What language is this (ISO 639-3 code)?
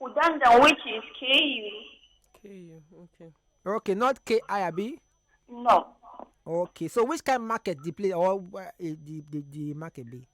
pcm